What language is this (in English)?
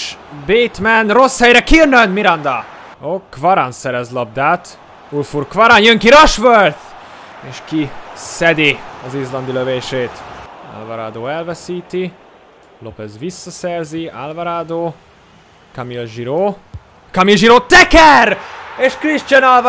Hungarian